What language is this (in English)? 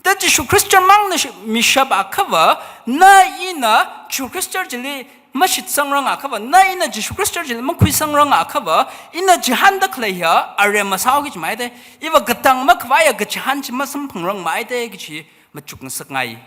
Tangkhul Naga (India)